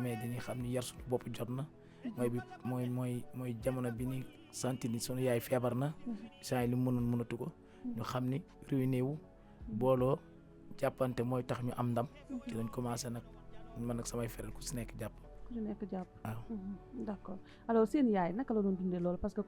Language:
Wolof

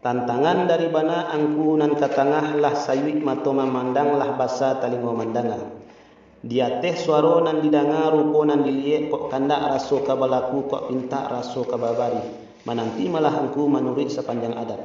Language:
Minangkabau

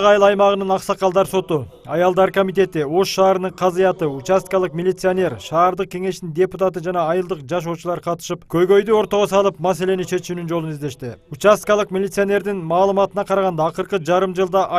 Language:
Kyrgyz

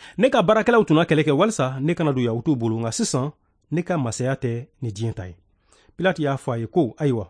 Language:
Bambara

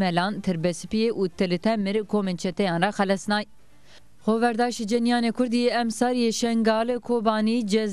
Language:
Zaza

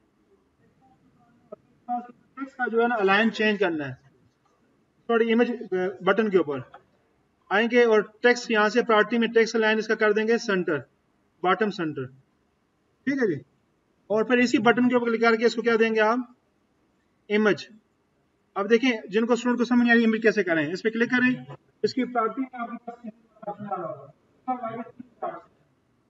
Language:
Hindi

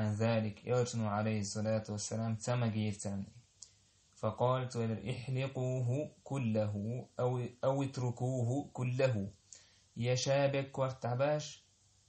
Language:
Chechen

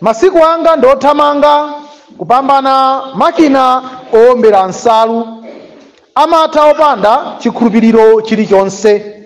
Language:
Nyanja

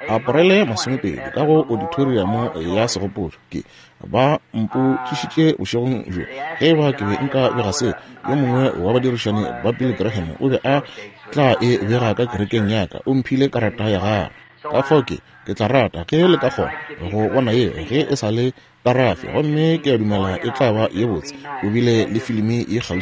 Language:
Northern Sotho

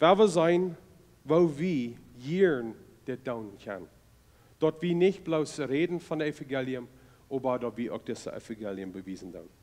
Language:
Plautdietsch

